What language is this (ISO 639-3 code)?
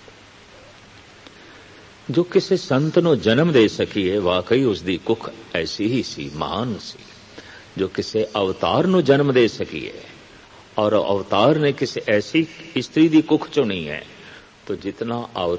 pan